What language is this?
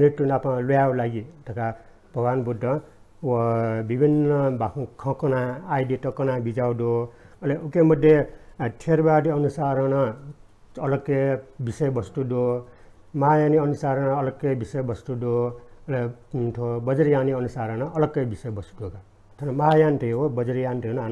Newari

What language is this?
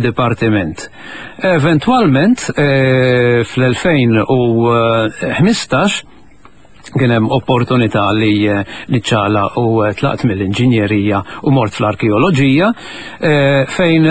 Maltese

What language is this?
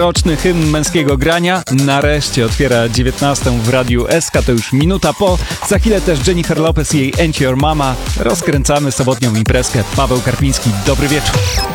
Polish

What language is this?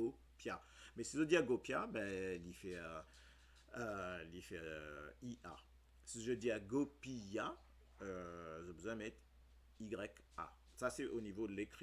Morisyen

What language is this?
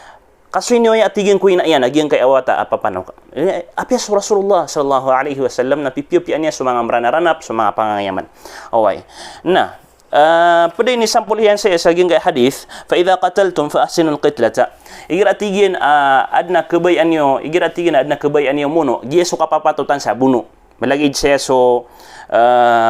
Maranao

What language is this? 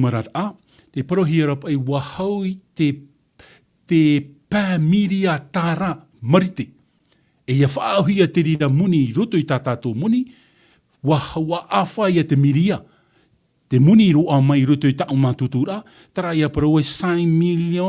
Tahitian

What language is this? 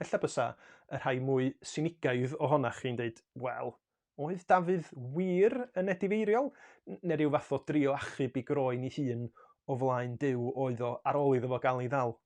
Welsh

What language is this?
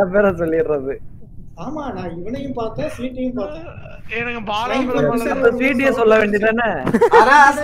Tamil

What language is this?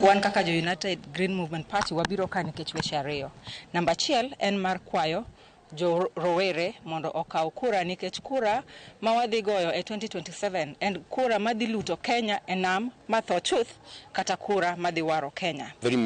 Luo (Kenya and Tanzania)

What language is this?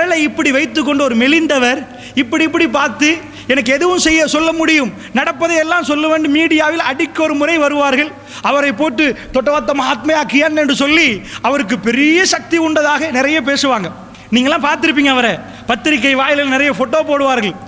Tamil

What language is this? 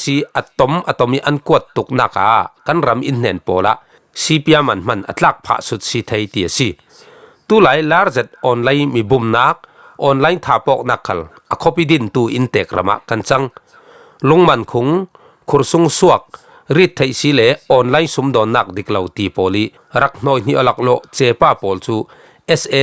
Falam Chin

